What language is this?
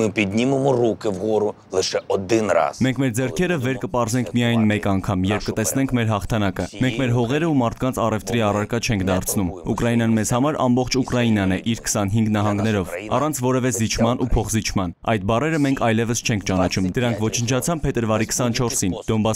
Armenian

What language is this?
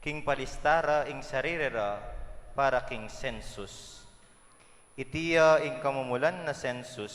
Pampanga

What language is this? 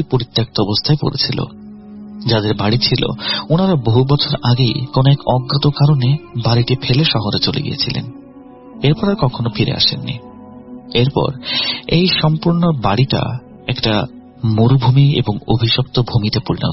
Bangla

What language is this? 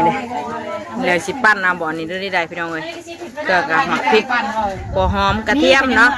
Northeastern Thai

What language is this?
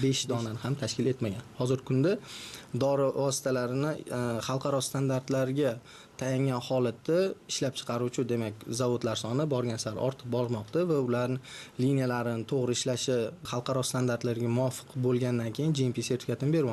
Uzbek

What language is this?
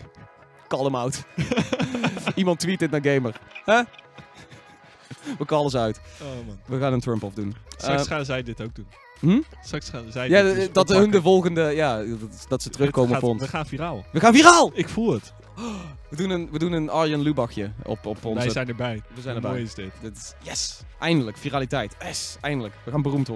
Dutch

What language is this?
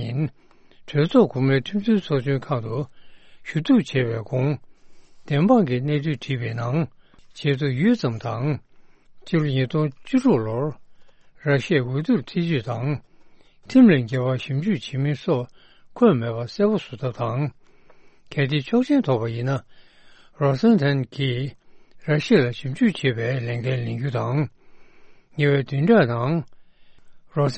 Tibetan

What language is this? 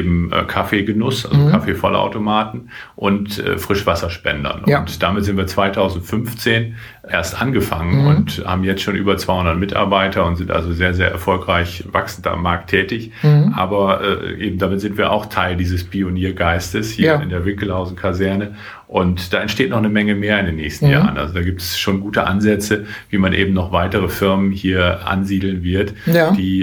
German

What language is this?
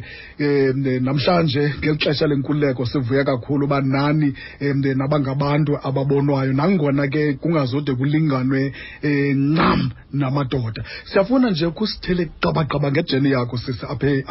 Xhosa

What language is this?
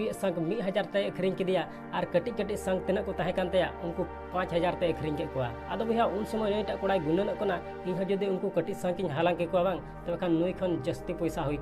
Santali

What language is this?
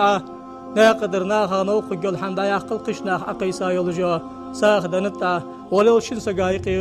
Ingush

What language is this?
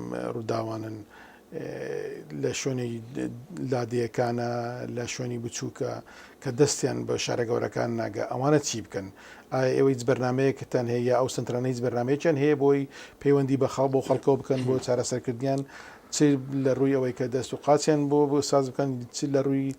Central Kurdish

